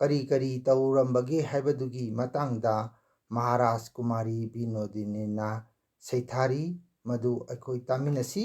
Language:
Manipuri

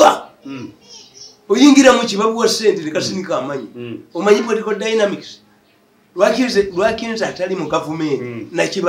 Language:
Ganda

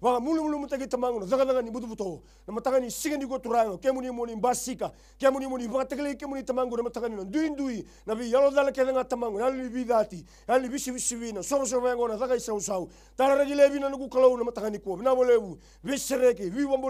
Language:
Fijian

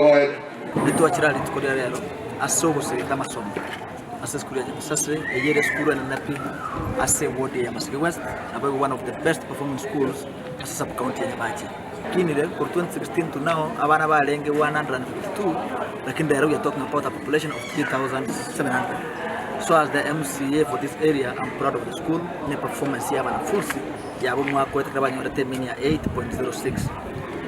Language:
Gusii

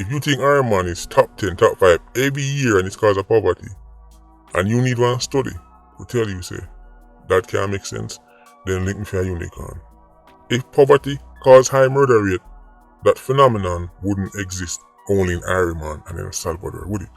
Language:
Jamaican Creole English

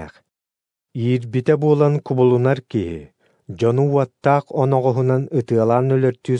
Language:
Yakut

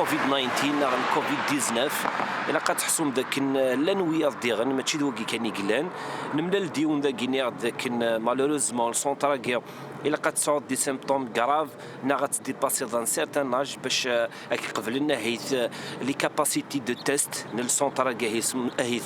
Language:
Kabyle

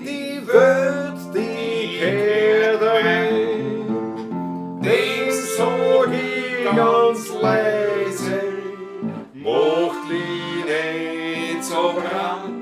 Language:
Bavarian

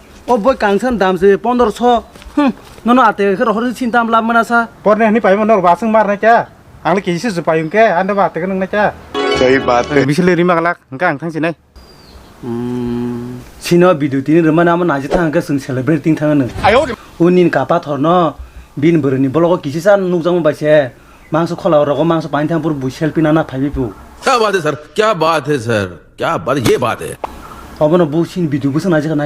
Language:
Kok Borok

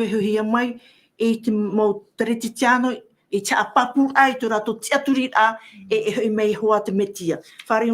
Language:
Tahitian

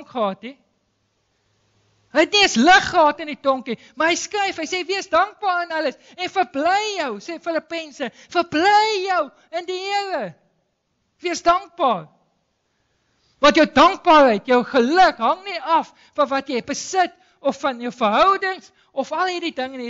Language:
Afrikaans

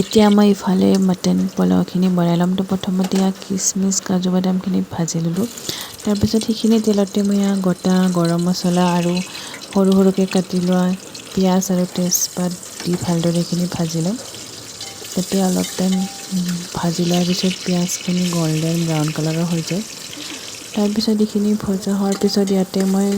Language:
Assamese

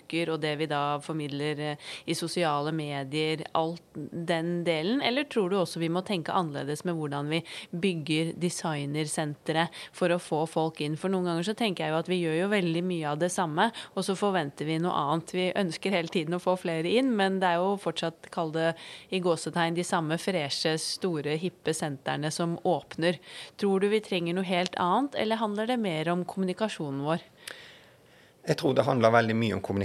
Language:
Norwegian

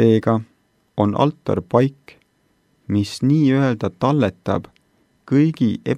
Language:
Estonian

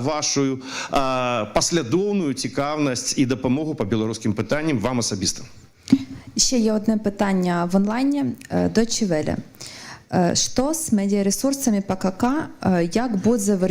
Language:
Belarusian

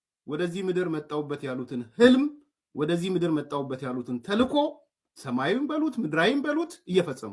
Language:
Amharic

